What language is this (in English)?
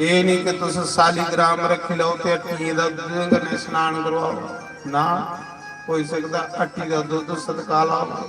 Dogri